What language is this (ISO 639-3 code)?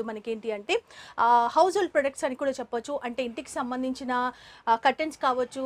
tel